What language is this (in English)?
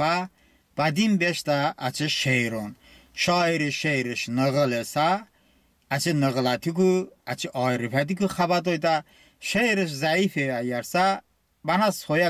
Talysh